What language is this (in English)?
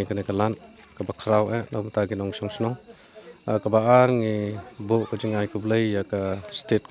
Khasi